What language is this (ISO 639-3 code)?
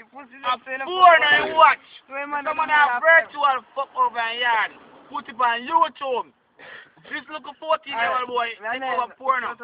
jam